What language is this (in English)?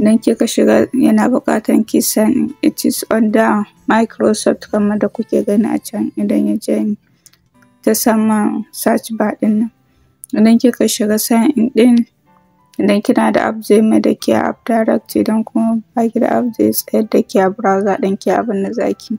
Hausa